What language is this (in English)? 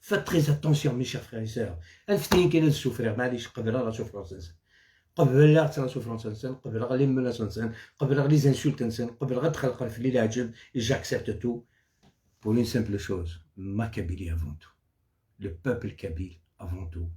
Algerian Arabic